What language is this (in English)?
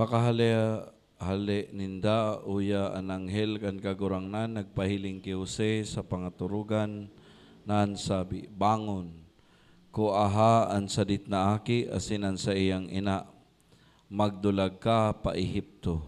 Bikol